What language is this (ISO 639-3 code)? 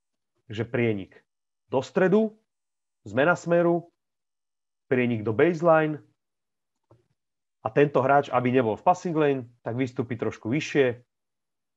slk